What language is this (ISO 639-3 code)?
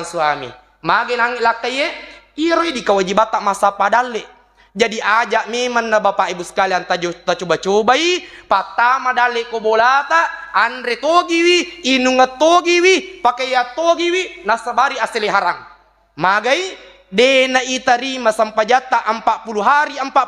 bug